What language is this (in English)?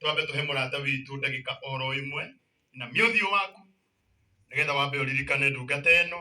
Kikuyu